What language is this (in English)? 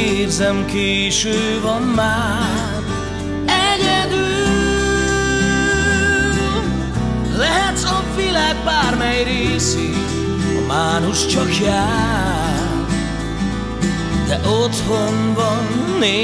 Hungarian